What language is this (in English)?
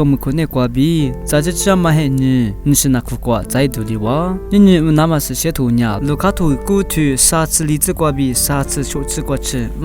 Lisu